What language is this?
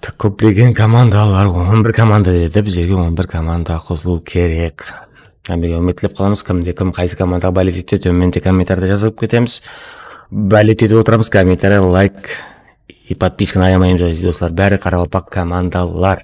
Kara-Kalpak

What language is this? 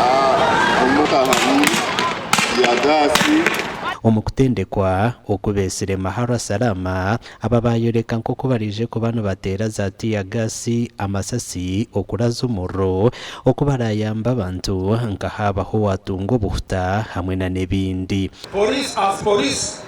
Nyankole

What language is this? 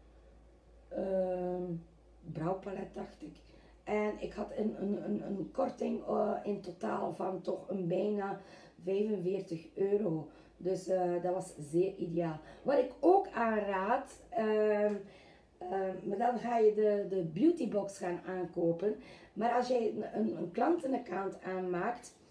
Dutch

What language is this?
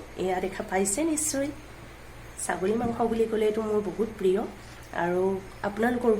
Assamese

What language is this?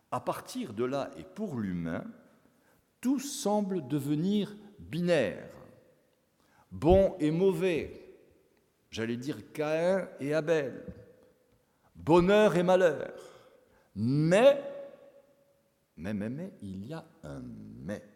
French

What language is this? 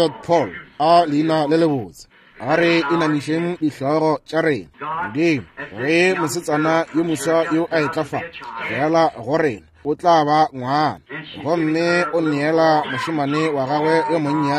Northern Sotho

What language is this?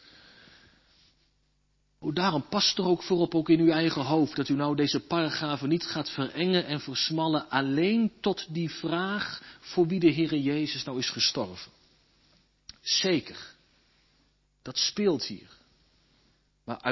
Dutch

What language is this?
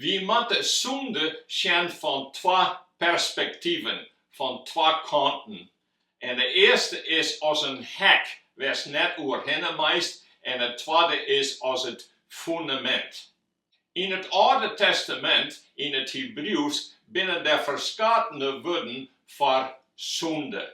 Western Frisian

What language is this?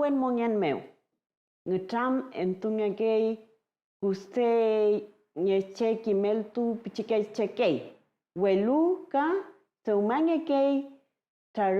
Mapuche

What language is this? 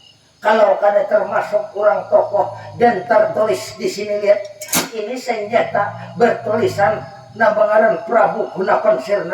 Banjar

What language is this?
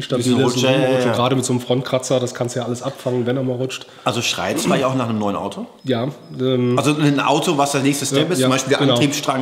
German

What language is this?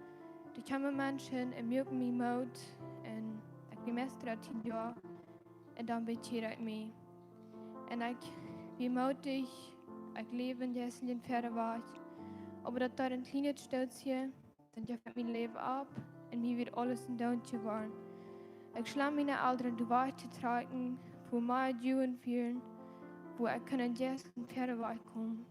Plautdietsch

